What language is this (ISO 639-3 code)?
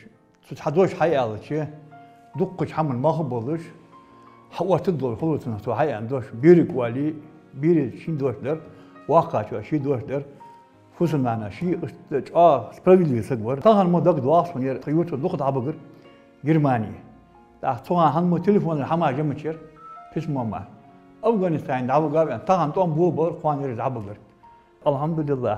inh